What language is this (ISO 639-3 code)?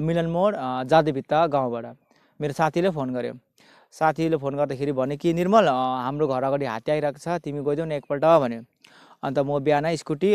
nep